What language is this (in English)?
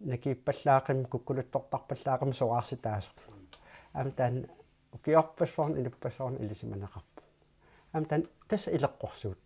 Kalaallisut